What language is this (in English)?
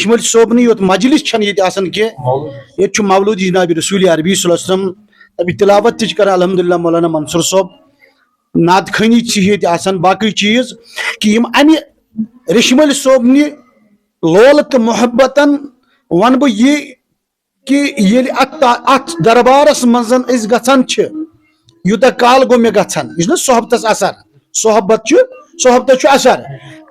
Kashmiri